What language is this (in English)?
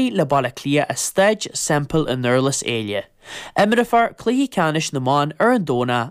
Irish